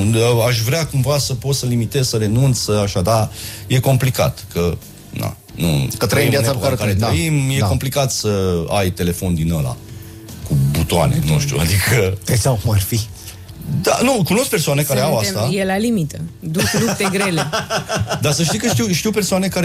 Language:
Romanian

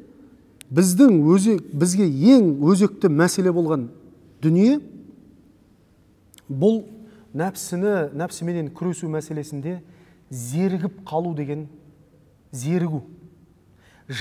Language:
Kazakh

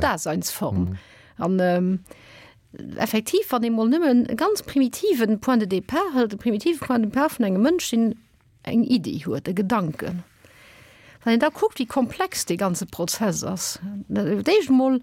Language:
Luxembourgish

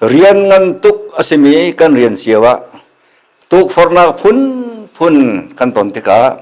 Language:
Hakha Chin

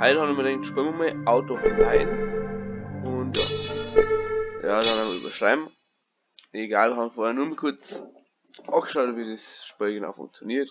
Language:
Bavarian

